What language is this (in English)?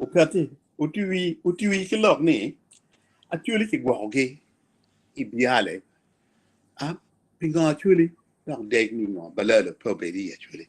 Acoli